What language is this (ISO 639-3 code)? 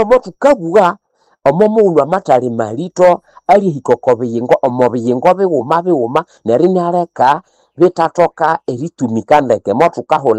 nnb